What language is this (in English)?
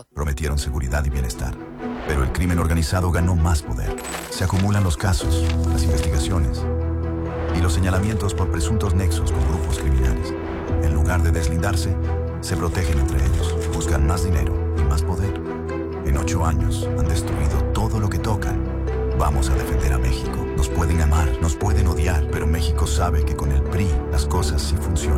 Spanish